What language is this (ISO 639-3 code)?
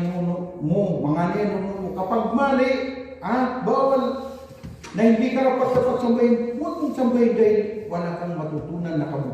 mrw